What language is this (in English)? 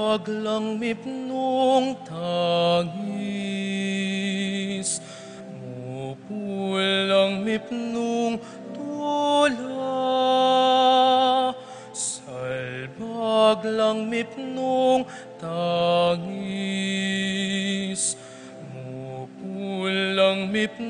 Pampanga